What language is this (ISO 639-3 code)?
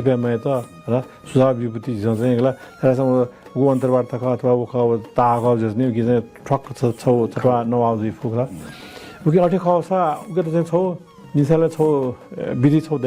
new